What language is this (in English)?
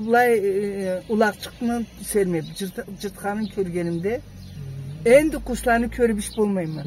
Karachay-Balkar